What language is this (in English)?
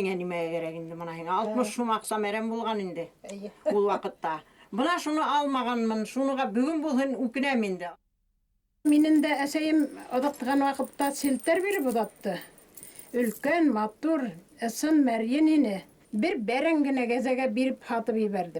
Bashkir